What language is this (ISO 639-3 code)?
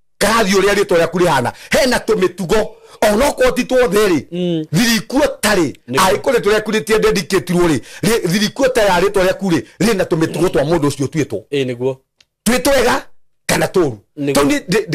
kik